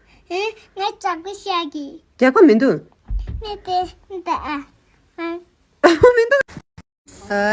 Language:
Tibetan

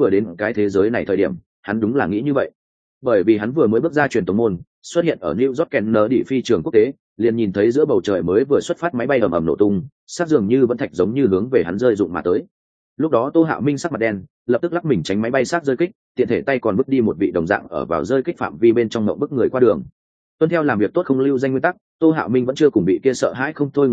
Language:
Vietnamese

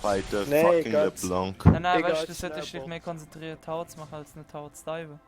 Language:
Swiss German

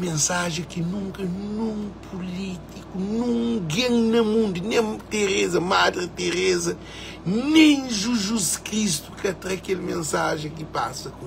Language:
Kabuverdianu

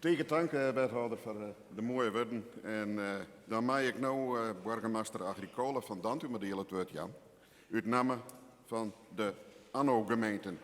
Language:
Western Frisian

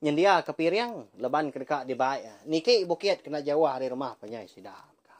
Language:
Iban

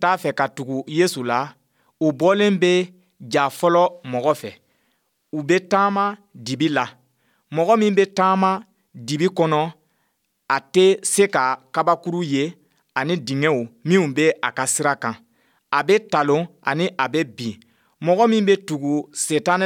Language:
Bambara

